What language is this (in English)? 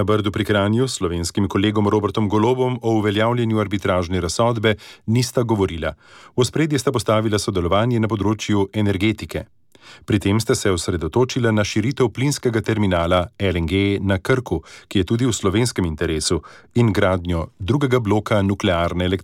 Slovenian